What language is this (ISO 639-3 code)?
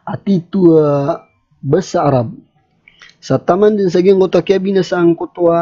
mrw